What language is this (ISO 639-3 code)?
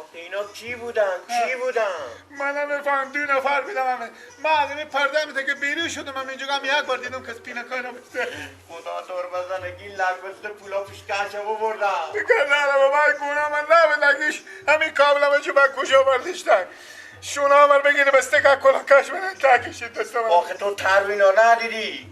fas